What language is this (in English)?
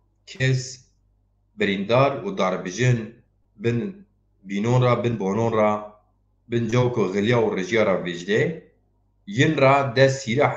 Zaza